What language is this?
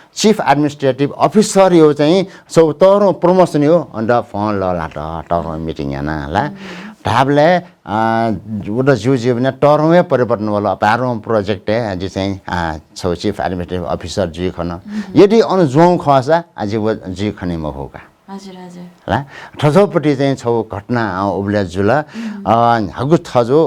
Newari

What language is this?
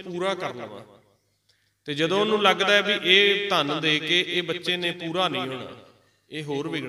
Punjabi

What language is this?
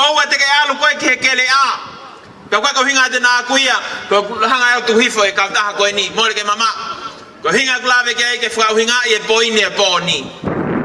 Tongan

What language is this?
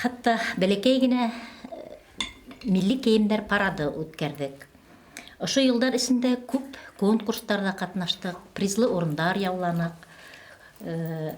Bashkir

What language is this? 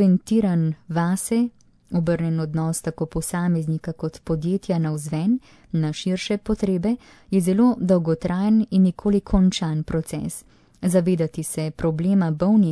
Slovenian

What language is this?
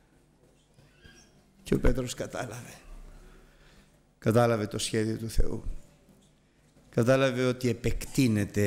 Greek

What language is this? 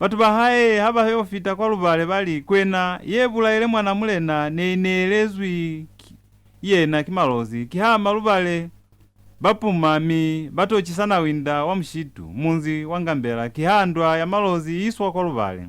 Lozi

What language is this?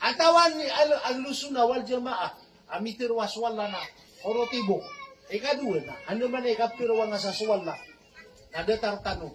Maranao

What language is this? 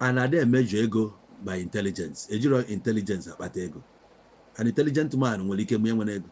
Igbo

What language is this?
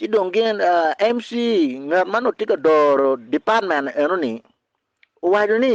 Acoli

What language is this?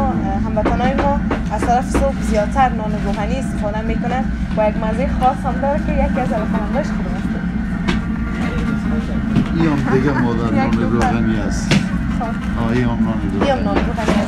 Persian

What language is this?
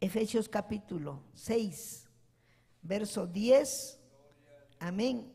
Ayacucho Quechua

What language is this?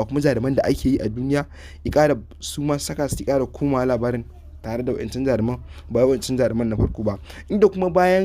Hausa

